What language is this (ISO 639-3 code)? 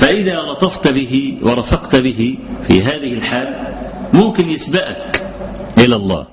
arz